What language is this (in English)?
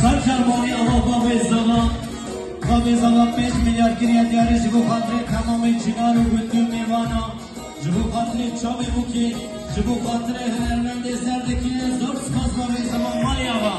Kurdish